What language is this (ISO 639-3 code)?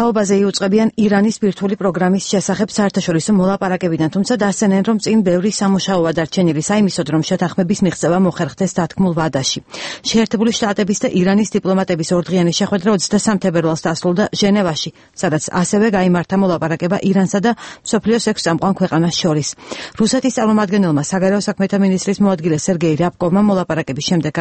kat